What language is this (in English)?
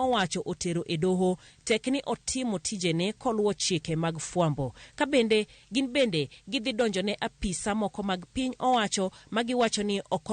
Luo (Kenya and Tanzania)